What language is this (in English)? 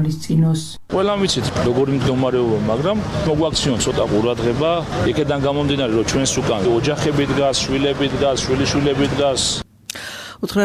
Georgian